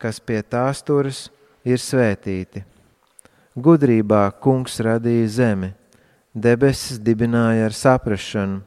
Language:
Latvian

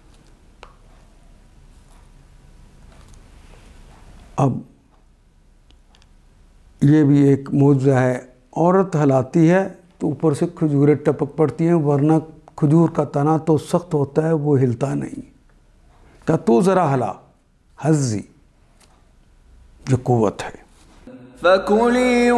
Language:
Urdu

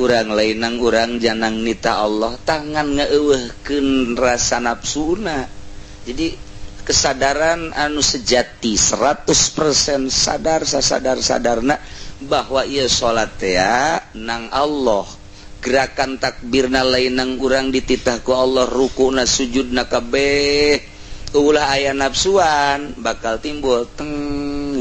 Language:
Sundanese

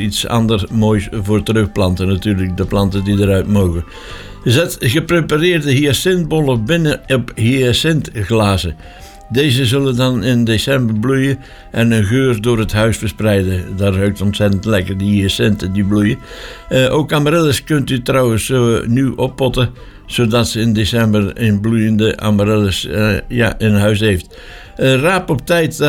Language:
Dutch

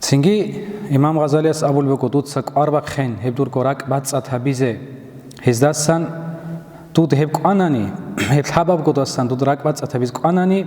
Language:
Avaric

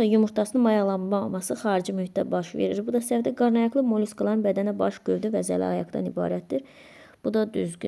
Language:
Azerbaijani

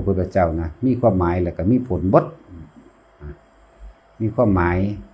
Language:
Northeastern Thai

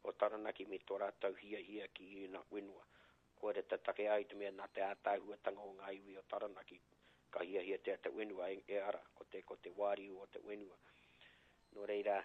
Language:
Māori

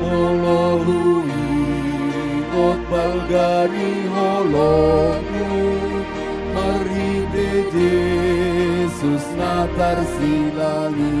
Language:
Batak Toba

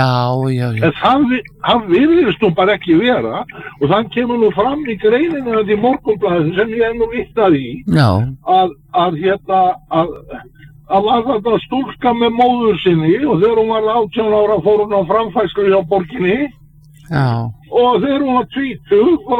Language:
Icelandic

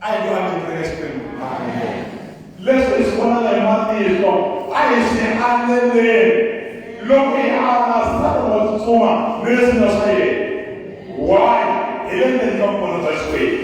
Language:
Tsonga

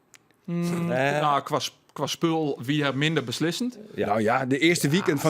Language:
Western Frisian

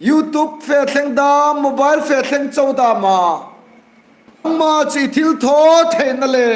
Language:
Hmar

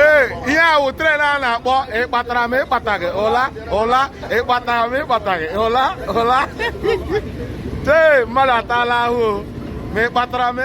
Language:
Igbo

